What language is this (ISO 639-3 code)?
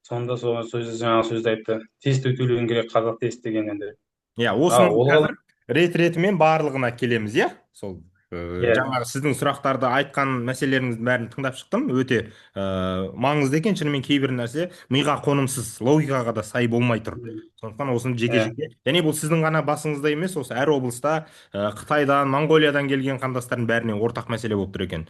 kaz